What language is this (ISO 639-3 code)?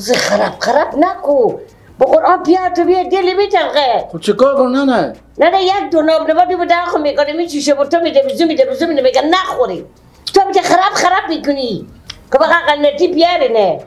fas